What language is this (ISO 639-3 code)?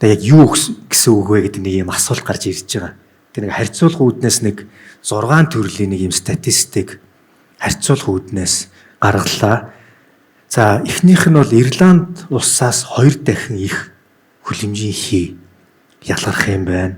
mon